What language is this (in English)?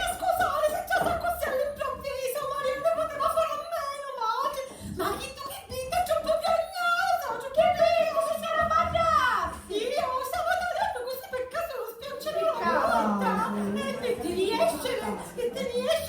Sicilian